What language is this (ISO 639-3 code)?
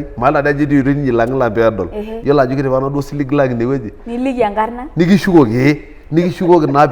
mas